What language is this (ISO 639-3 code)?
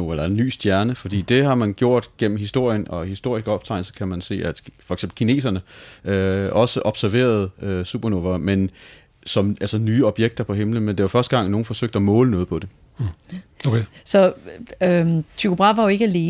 dan